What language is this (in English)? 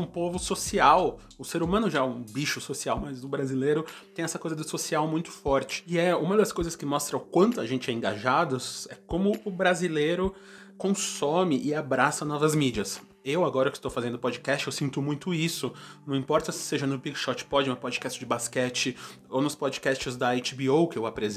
Portuguese